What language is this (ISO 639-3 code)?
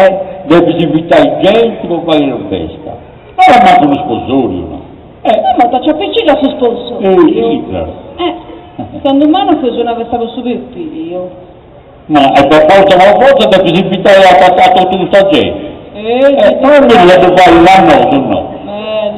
srd